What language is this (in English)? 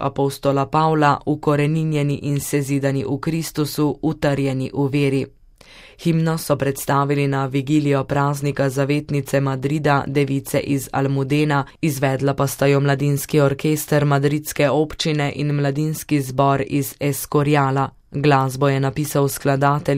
Slovenian